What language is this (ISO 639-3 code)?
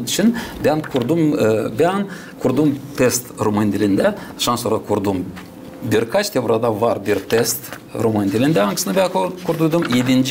gag